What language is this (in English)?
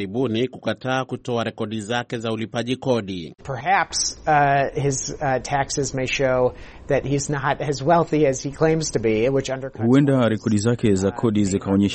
Swahili